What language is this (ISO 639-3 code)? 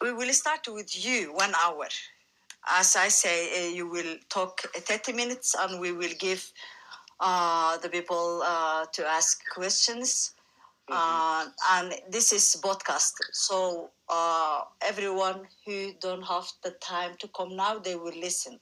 eng